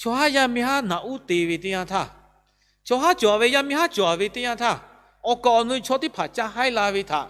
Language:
Lahu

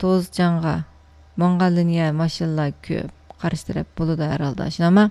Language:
Uyghur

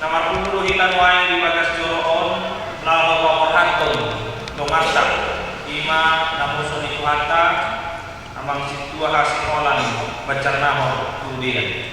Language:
Batak Toba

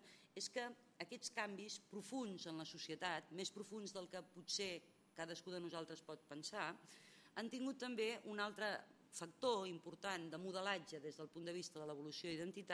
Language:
Catalan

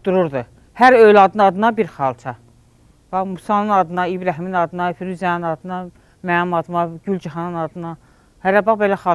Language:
Azerbaijani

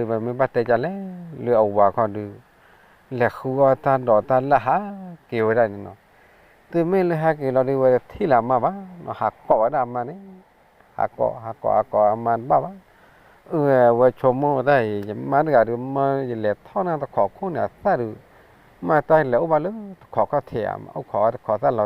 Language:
S'gaw Karen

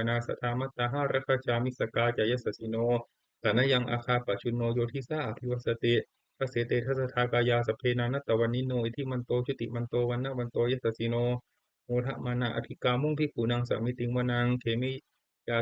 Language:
Pali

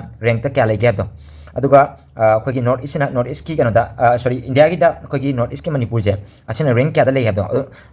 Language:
Manipuri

